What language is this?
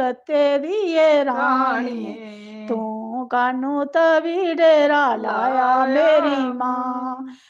Dogri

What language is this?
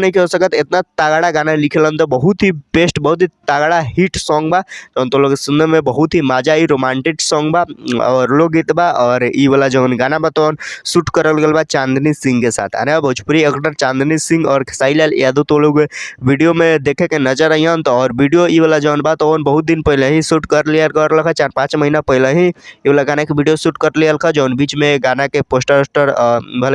Bhojpuri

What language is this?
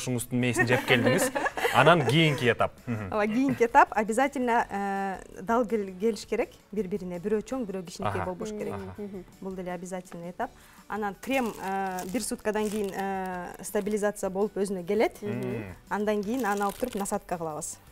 Kyrgyz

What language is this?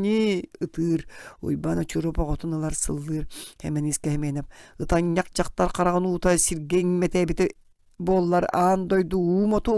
Yakut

